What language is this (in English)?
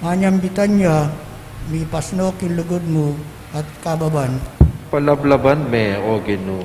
Pampanga